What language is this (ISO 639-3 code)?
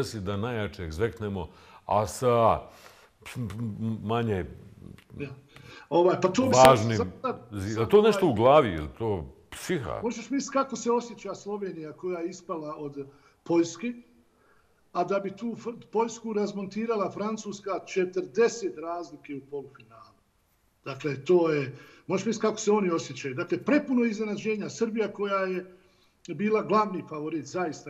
bos